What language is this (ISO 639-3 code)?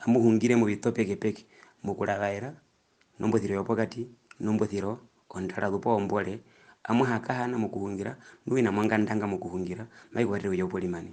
her